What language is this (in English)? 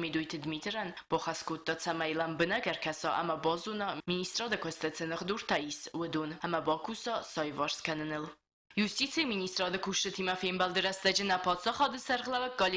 Ossetic